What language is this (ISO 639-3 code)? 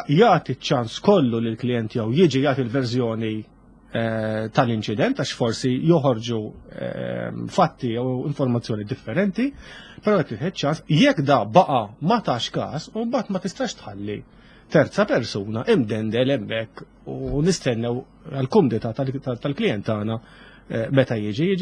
mlt